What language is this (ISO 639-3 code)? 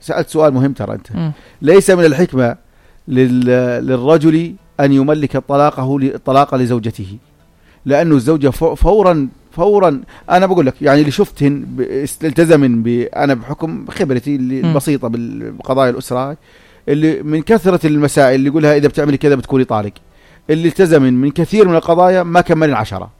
apc